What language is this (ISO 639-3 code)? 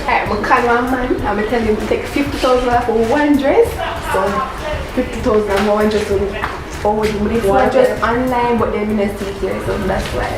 jam